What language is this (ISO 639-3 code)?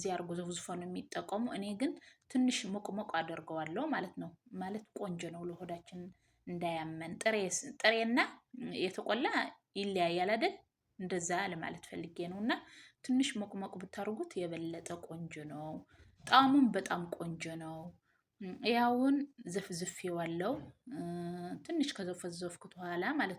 amh